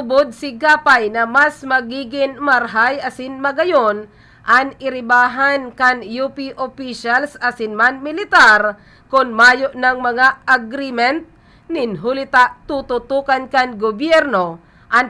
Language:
Bikol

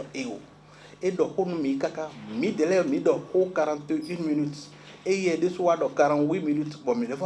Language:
Fon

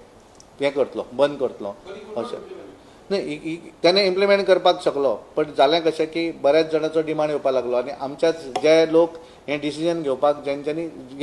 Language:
Konkani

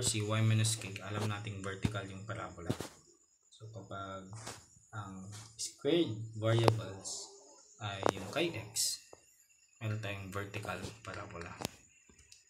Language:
Filipino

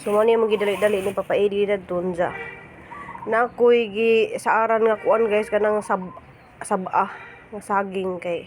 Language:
Cebuano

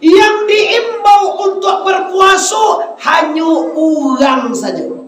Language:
Minangkabau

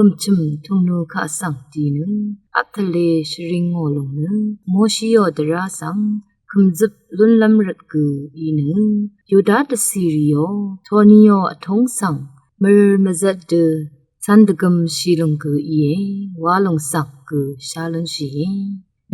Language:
Rawang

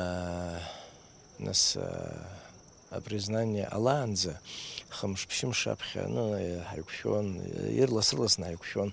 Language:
Abkhazian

